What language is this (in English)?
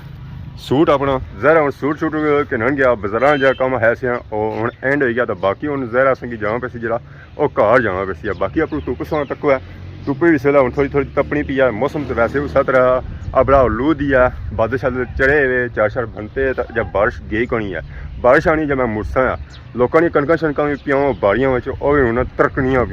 Pahari-Potwari